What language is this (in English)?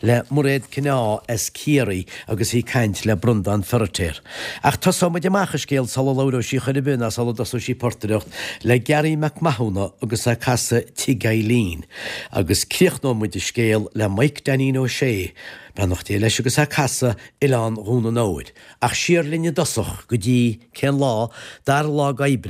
Irish